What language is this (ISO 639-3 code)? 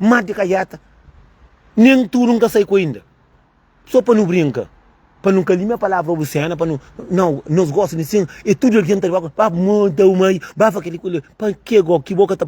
kea